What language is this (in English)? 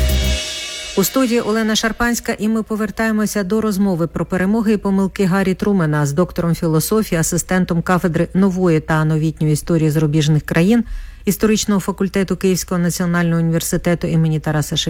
Ukrainian